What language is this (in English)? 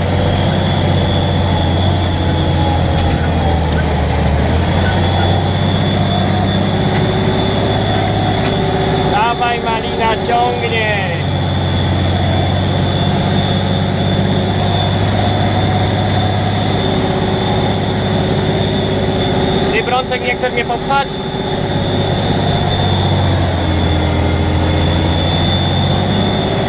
Polish